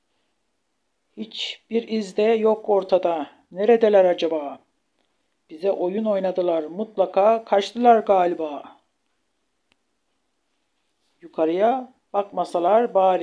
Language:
Turkish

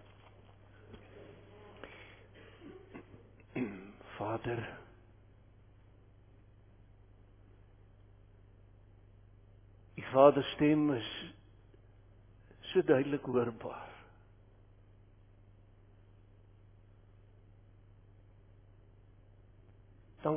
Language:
Afrikaans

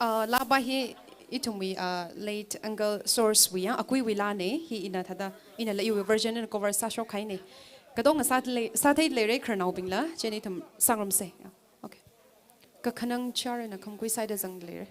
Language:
Tangkhul Naga (India)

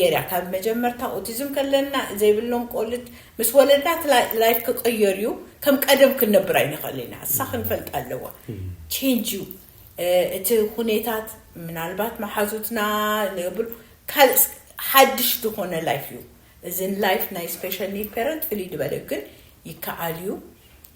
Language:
Tigrinya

